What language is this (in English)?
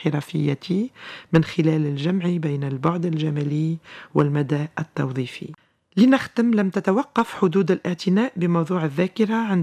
Tunisian Arabic